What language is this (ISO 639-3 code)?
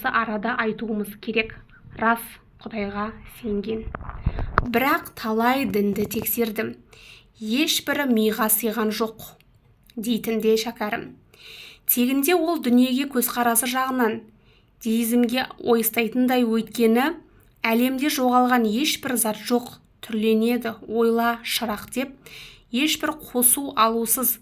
kaz